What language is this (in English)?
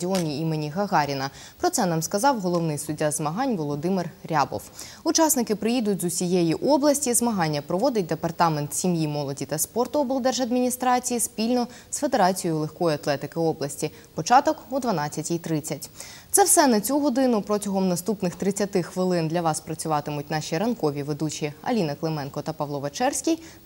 Ukrainian